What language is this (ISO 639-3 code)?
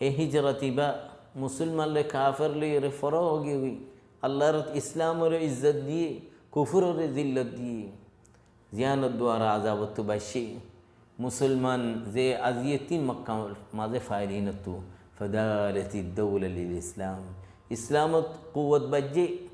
rhg